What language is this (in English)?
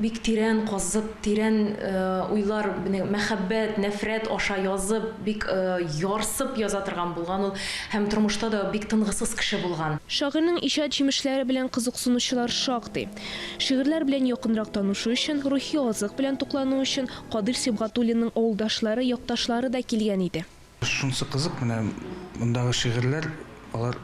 Tatar